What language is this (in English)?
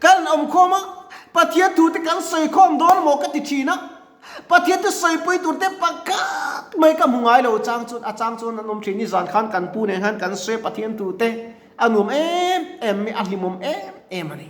Mizo